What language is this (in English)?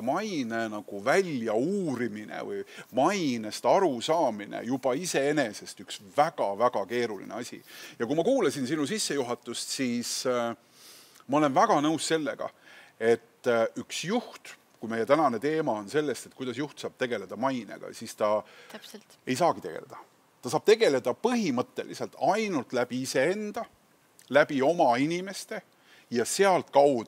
Estonian